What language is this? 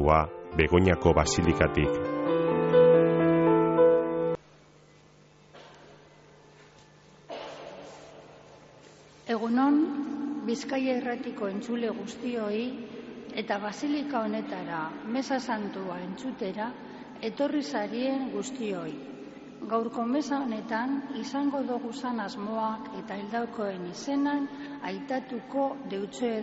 Basque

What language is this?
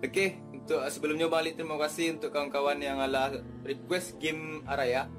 Minangkabau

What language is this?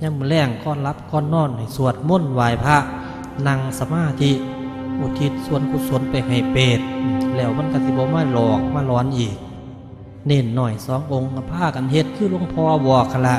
Northeastern Thai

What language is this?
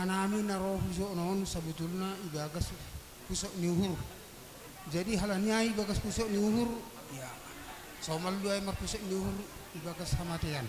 Batak Simalungun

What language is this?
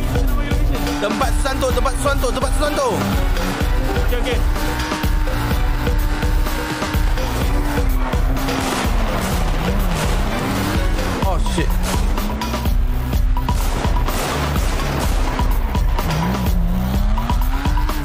Malay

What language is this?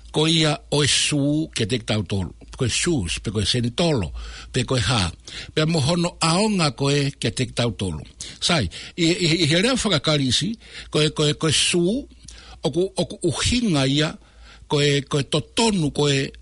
Tongan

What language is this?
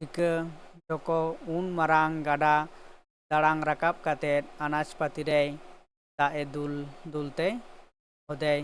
Santali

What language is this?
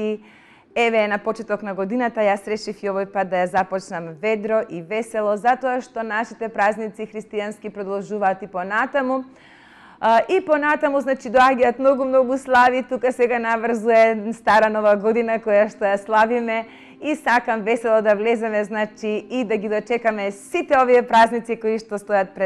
Macedonian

